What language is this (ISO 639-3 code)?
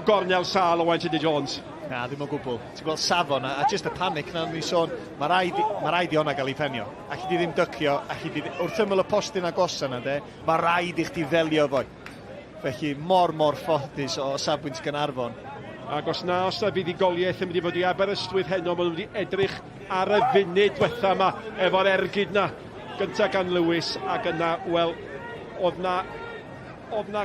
cym